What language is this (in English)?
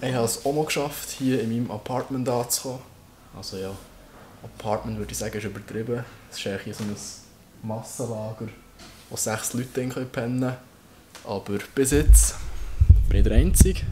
Swiss German